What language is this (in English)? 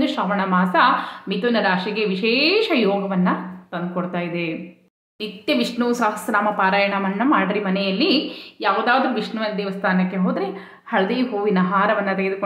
Kannada